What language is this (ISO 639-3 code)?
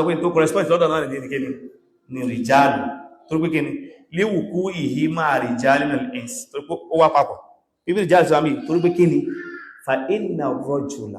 yor